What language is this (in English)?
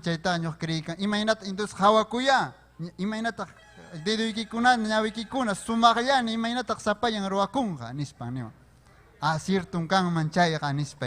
Ayacucho Quechua